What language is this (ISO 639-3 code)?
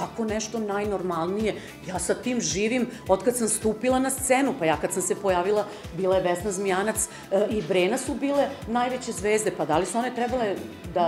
srp